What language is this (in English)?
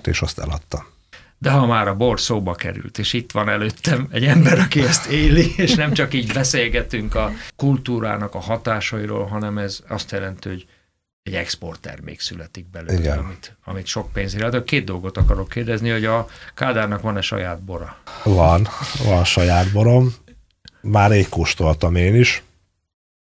Hungarian